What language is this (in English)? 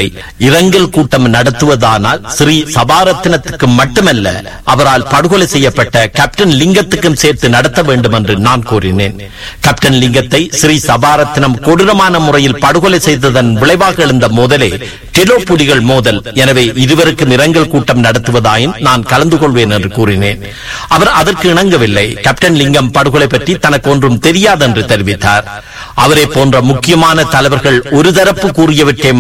Tamil